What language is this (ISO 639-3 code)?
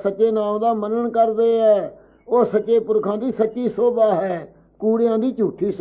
pan